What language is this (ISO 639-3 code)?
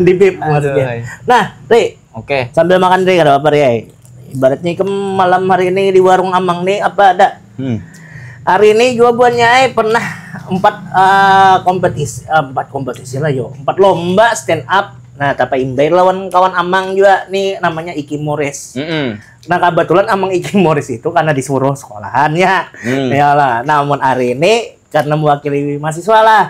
bjn